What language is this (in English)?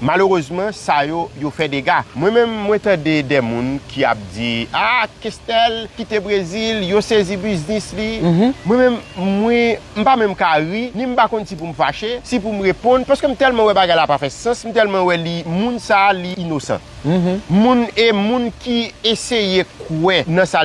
Haitian Creole